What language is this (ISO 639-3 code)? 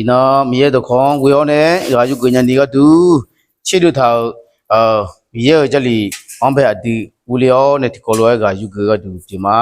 ahk